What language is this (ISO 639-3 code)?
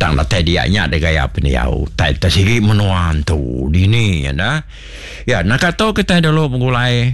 iba